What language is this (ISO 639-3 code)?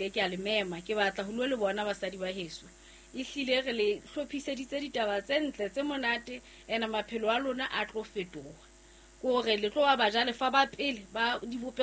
sot